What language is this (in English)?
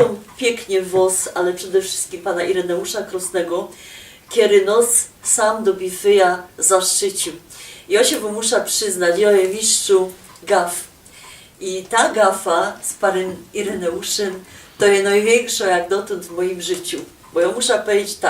Silesian